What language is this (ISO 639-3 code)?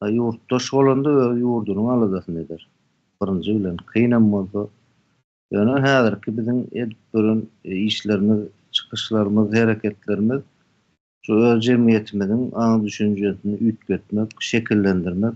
tuk